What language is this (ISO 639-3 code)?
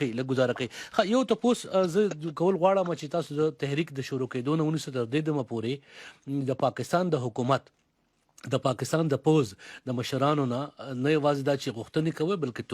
pus